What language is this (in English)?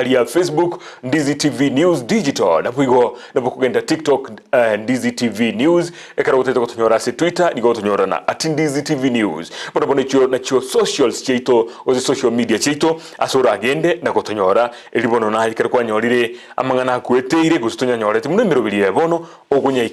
Gusii